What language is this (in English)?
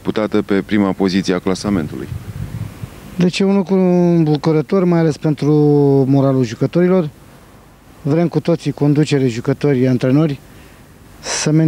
Romanian